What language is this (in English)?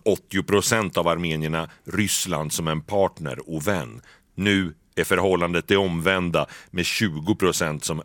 Swedish